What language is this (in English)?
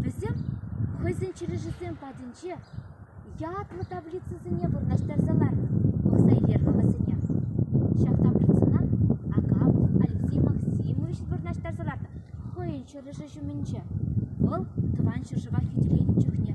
Chuvash